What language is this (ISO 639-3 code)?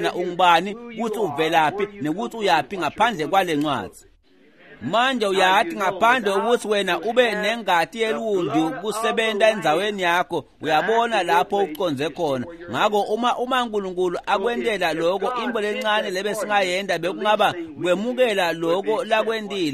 ssw